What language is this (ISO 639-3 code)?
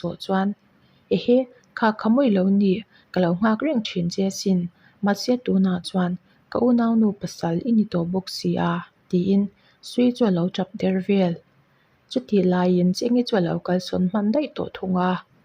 lus